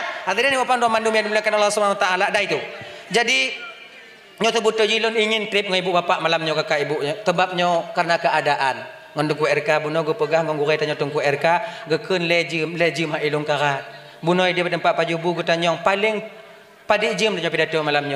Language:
Achinese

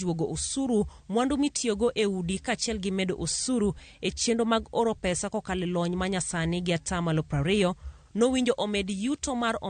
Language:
Luo (Kenya and Tanzania)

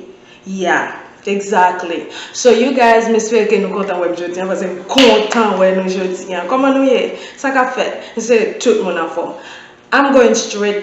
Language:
Haitian Creole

